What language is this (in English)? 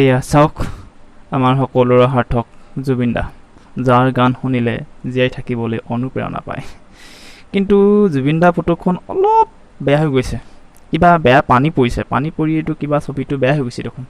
Assamese